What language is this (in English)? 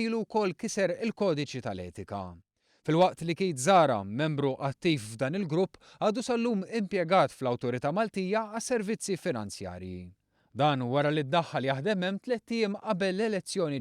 Maltese